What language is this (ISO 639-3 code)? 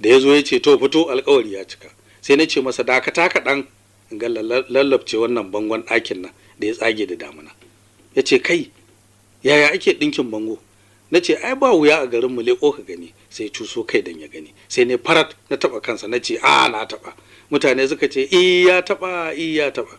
hau